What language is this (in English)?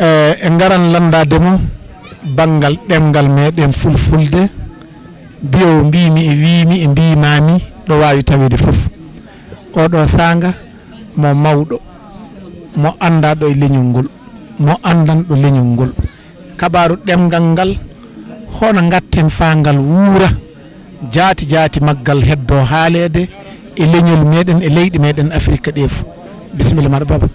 Fula